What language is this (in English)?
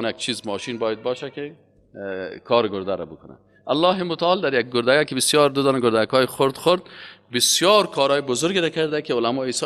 Persian